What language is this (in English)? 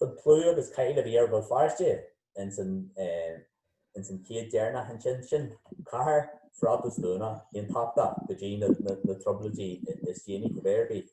Irish